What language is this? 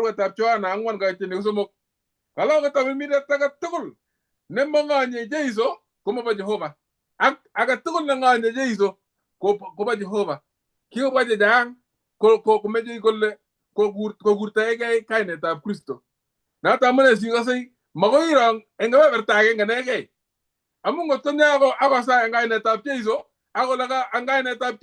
Kalenjin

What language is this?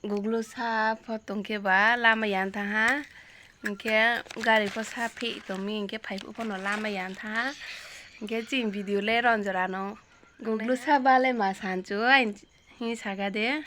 Riang (India)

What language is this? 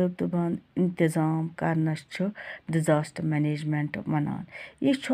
Kashmiri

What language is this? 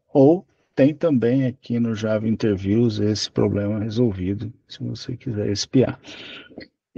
Portuguese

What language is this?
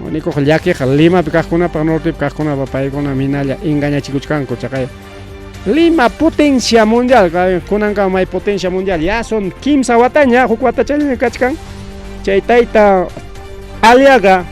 Ayacucho Quechua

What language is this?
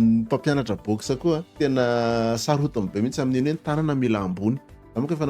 Malagasy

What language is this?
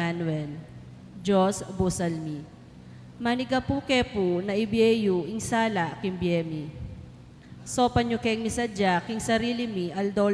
Pampanga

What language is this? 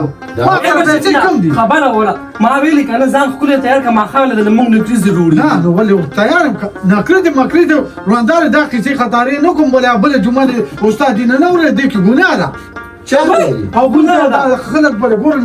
Pashto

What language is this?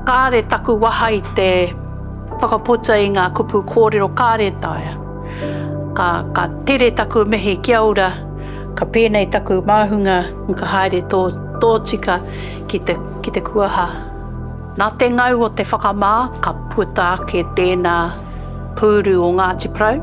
Māori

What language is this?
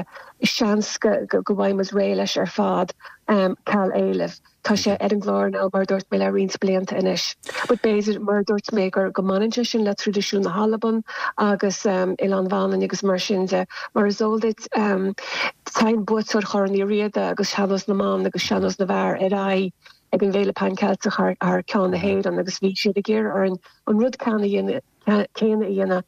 Irish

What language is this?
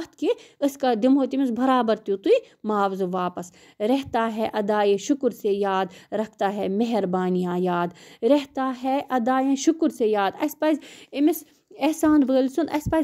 Kashmiri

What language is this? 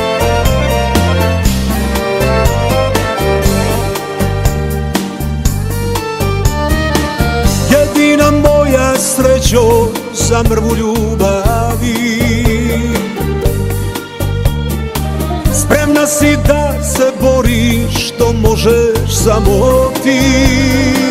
Serbian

